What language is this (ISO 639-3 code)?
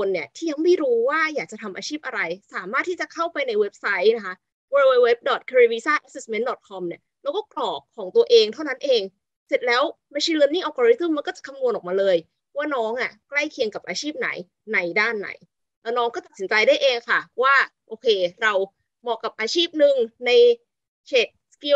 tha